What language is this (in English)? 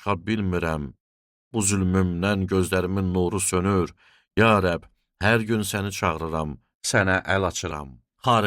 Azerbaijani